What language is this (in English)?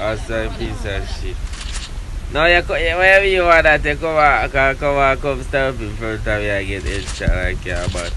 Jamaican Creole English